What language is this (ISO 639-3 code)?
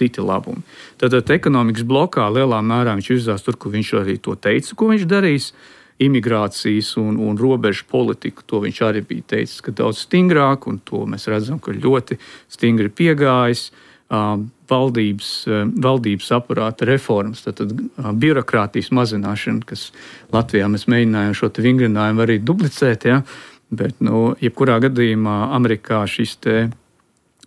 lav